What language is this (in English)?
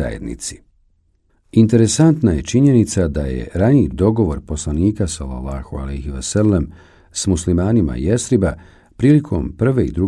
Bosnian